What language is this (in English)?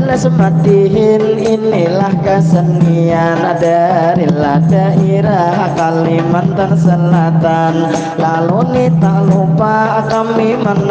Banjar